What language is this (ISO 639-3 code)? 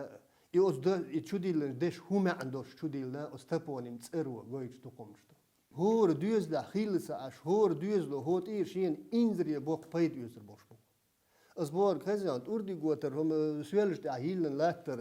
che